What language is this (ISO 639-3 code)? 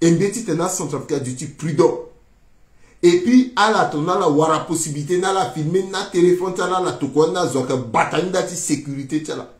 sag